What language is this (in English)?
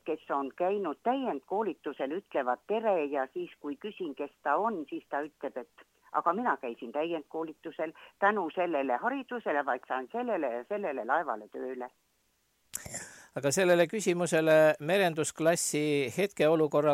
Estonian